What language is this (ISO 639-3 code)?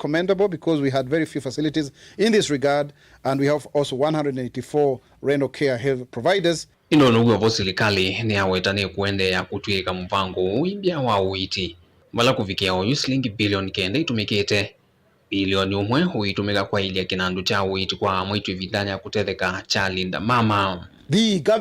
kam